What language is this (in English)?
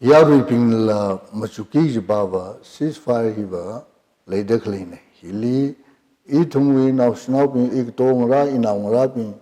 Tangkhul Naga (India)